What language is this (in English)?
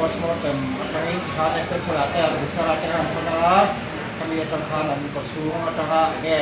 Mizo